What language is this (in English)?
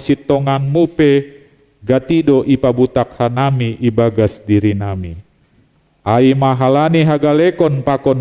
Batak Simalungun